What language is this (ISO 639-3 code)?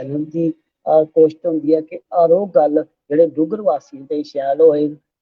doi